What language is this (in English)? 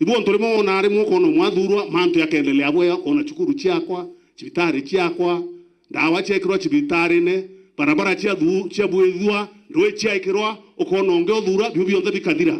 Meru